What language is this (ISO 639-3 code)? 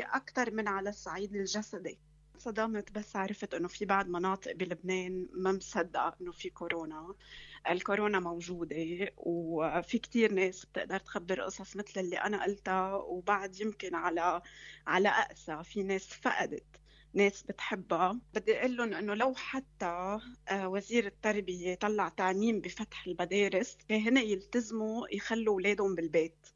apc